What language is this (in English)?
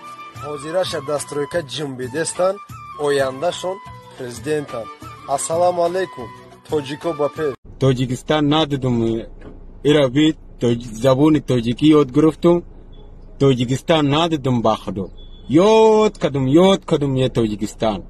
Tajik